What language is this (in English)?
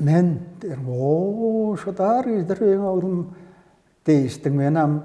Tuvinian